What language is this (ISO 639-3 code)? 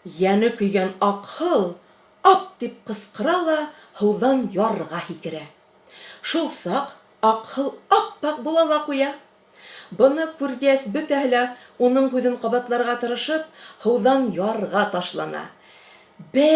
bak